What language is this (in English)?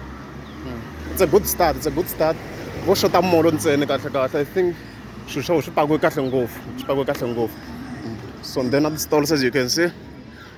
Tsonga